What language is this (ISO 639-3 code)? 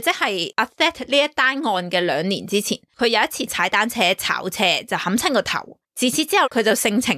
yue